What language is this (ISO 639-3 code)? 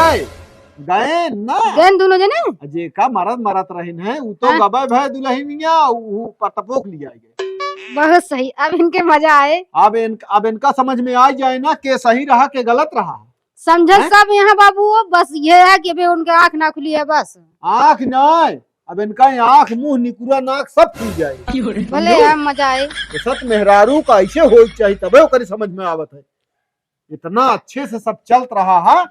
awa